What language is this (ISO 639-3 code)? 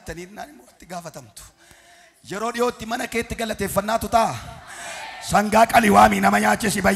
orm